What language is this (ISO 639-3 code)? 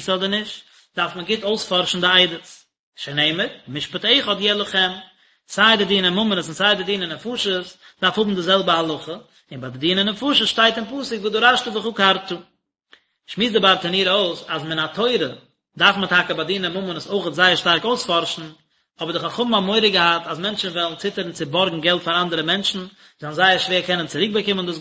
yid